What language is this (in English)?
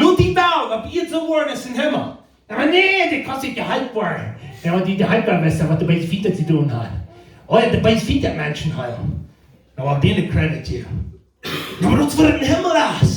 Plautdietsch